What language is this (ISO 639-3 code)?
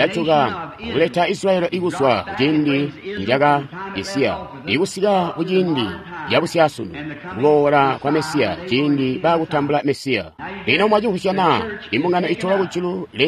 toi